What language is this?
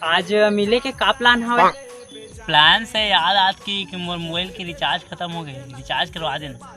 Chhattisgarhi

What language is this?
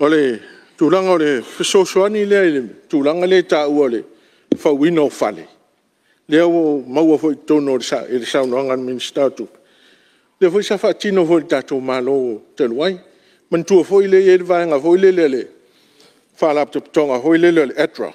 Samoan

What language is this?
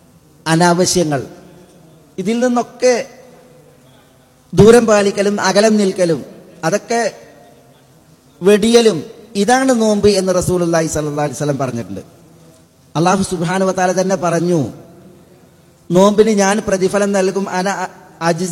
Malayalam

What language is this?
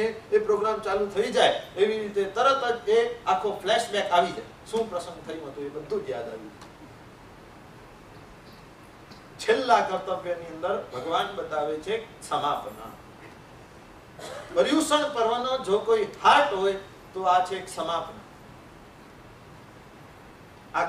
Gujarati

